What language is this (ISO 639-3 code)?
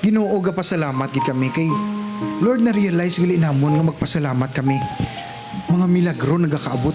hil